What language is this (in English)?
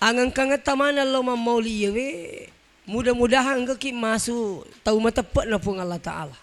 Buginese